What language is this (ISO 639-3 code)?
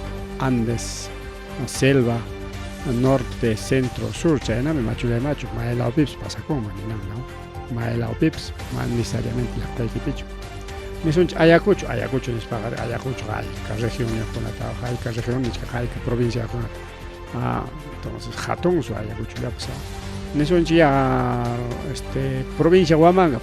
quy